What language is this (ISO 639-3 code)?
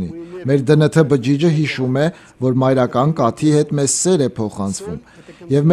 hye